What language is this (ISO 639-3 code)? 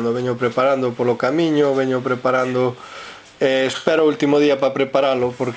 glg